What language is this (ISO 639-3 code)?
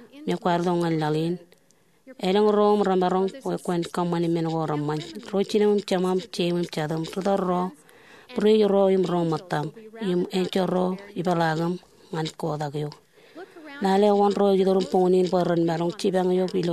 mah